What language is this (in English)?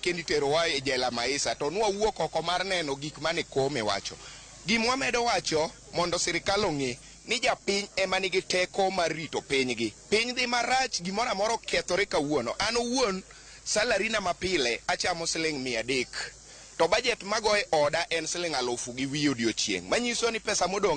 Luo (Kenya and Tanzania)